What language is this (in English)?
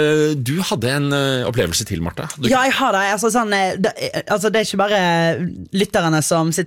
Norwegian